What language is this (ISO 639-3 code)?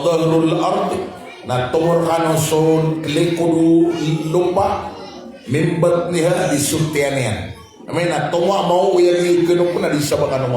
mrw